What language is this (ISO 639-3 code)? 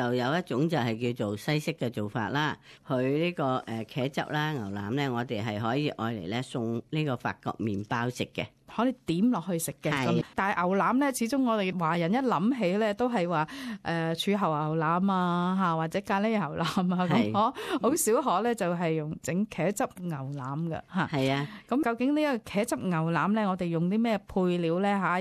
yue